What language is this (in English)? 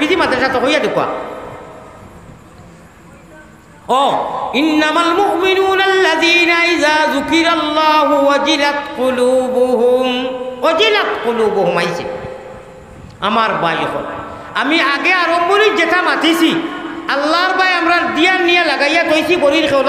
Sylheti